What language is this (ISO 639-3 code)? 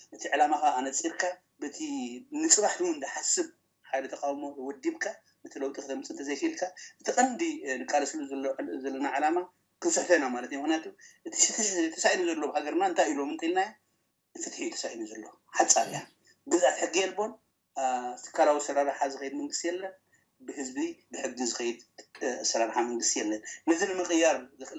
tir